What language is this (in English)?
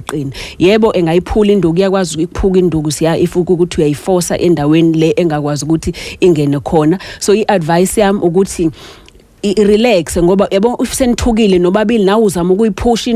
Zulu